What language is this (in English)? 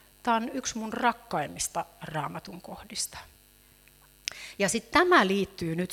Finnish